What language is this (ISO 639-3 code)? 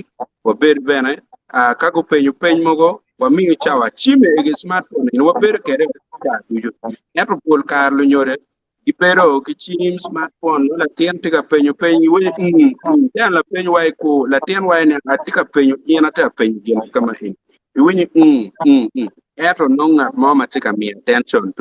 ach